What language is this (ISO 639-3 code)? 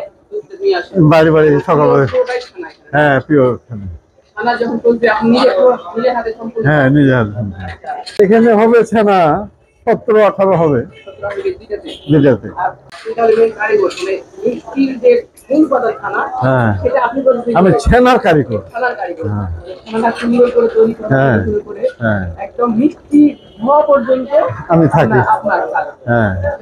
ben